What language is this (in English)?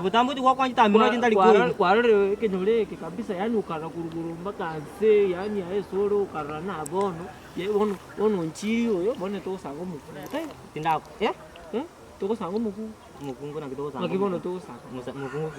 Gusii